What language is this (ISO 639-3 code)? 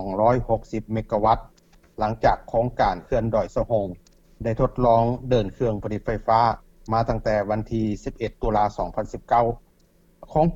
lao